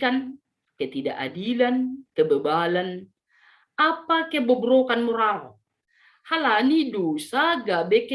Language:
Batak Simalungun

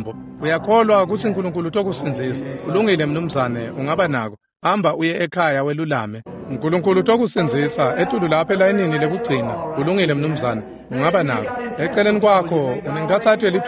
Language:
Swati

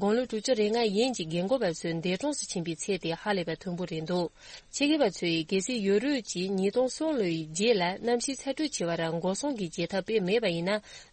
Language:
Tibetan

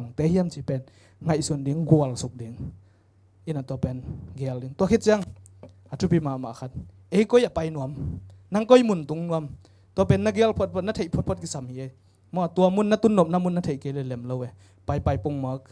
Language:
Tedim Chin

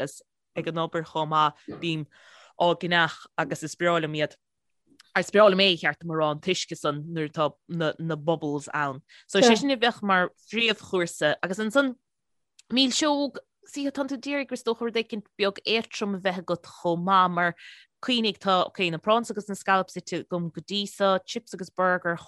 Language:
Irish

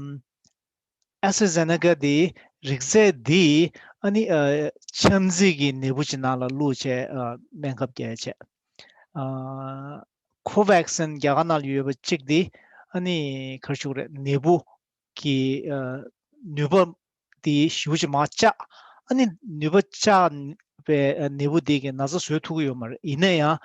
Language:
Tibetan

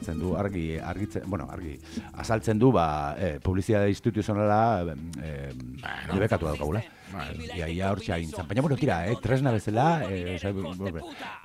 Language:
Basque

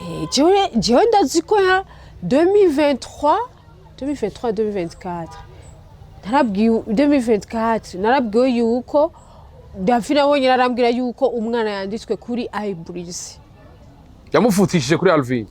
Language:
Rundi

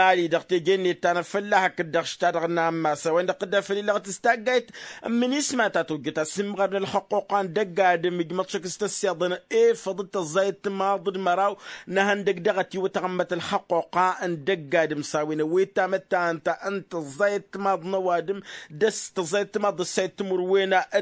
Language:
Tamasheq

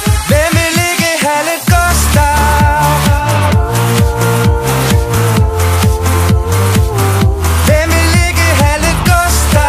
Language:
Danish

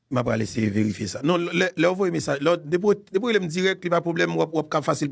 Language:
Haitian Creole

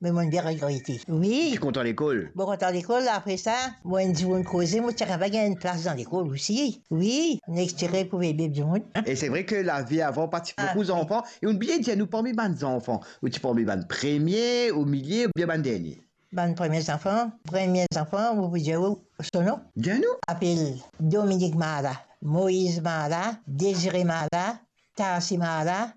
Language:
Morisyen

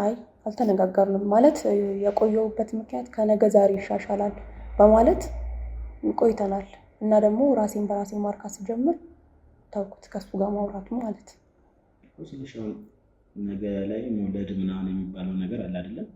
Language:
Amharic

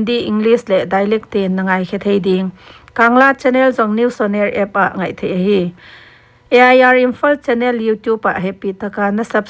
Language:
Paite Chin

